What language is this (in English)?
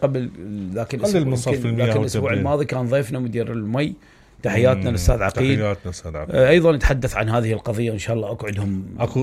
Mesopotamian Arabic